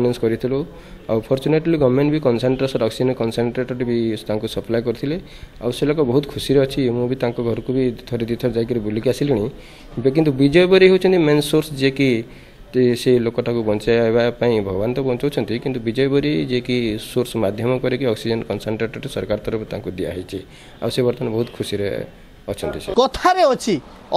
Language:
Odia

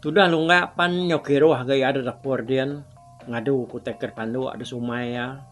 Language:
Iban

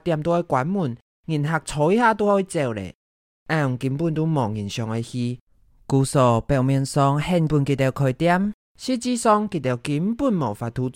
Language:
Hakka Chinese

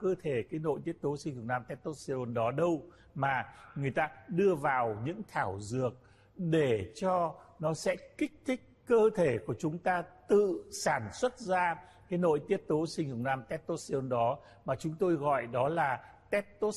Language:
Vietnamese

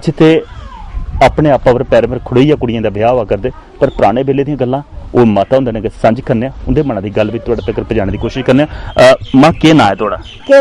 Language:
Dogri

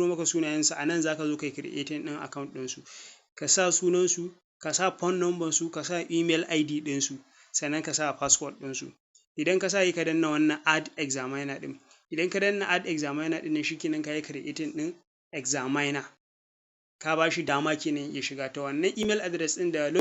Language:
Hausa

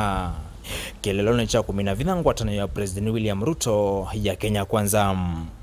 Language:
Kamba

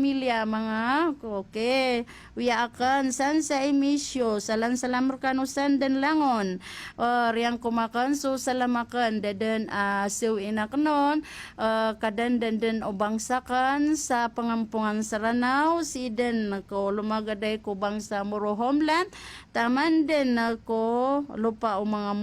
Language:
Maranao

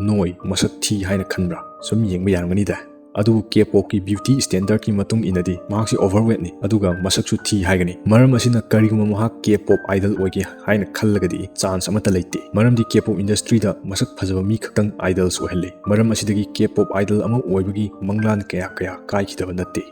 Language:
Manipuri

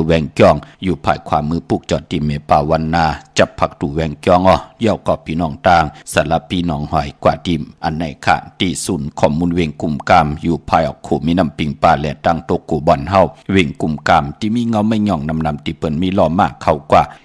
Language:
Shan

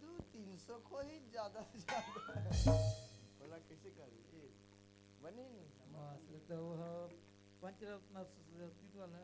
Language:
Chhattisgarhi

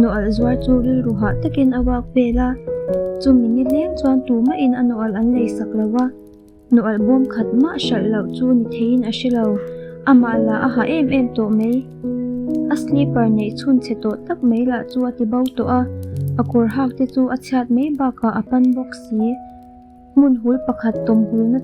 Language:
Mizo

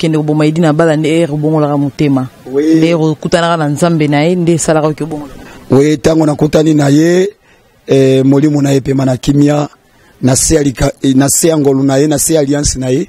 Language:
Lingala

